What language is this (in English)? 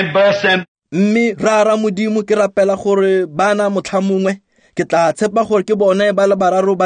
Tswana